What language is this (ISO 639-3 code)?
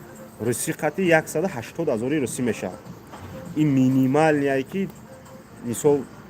tgk